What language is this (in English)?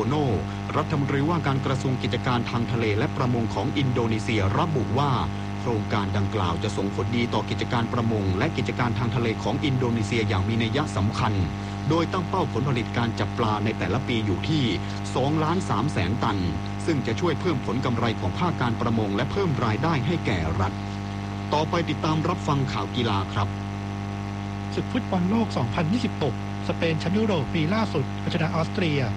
Thai